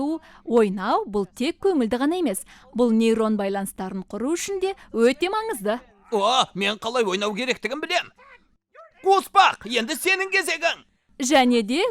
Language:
Kazakh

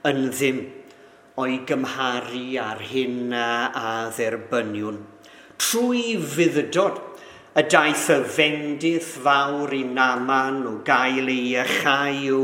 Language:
Welsh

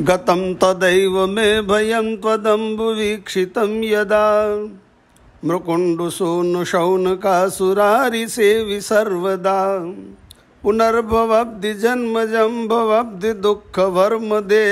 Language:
Sanskrit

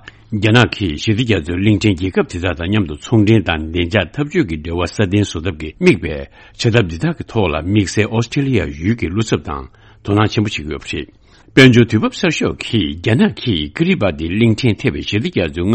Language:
Tibetan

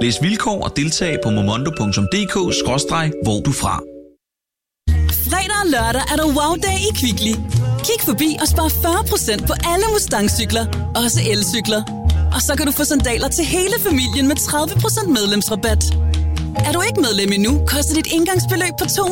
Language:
Danish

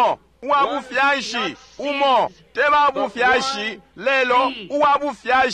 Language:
Bemba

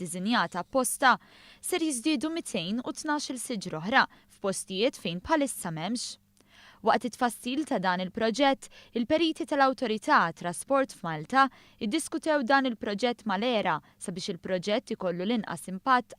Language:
Maltese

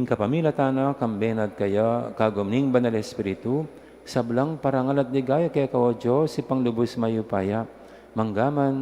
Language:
Pampanga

